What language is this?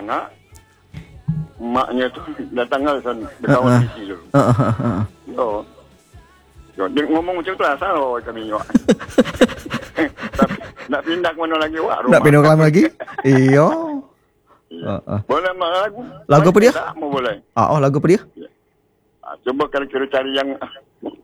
Malay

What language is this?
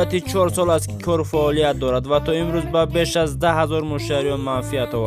Tajik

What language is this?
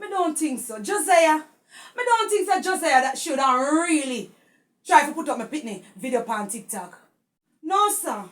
Jamaican Creole English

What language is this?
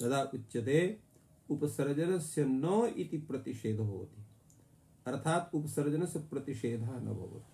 Sanskrit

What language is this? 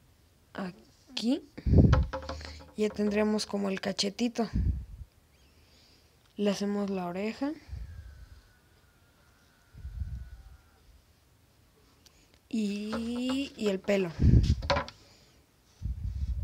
Spanish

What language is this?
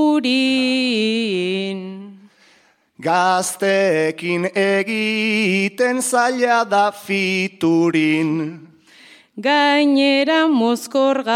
Basque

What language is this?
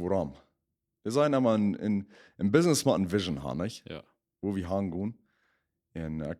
Plautdietsch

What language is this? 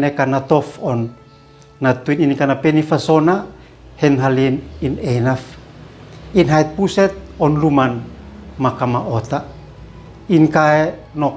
Uab Meto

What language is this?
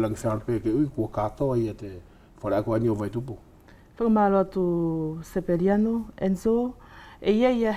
Wallisian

